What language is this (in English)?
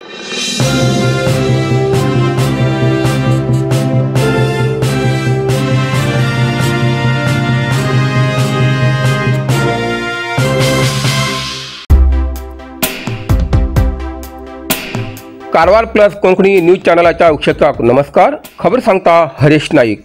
Konkani